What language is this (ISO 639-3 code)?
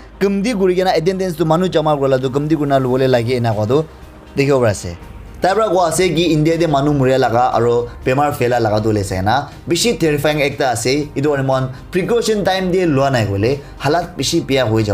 nag